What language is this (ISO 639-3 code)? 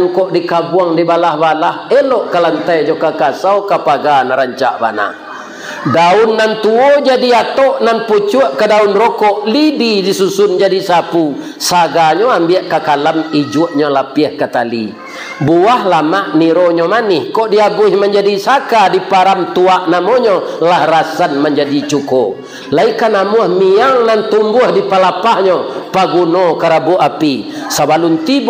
min